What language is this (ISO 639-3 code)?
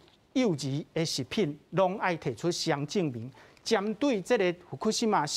nan